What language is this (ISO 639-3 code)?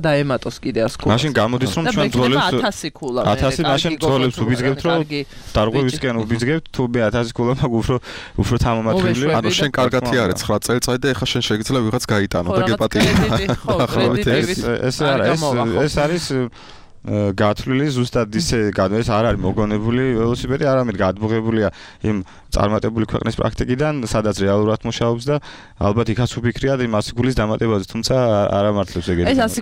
kat